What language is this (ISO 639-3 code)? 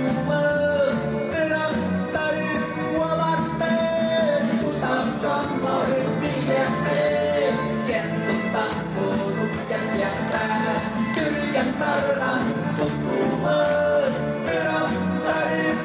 sah